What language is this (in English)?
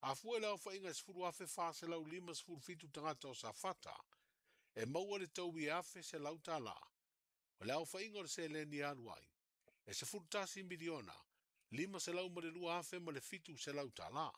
Samoan